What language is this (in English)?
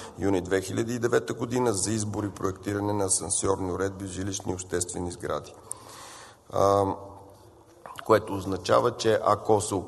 Bulgarian